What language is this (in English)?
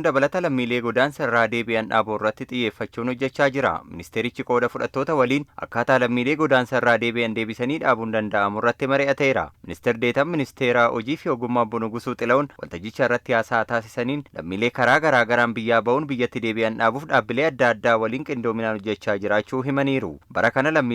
Oromo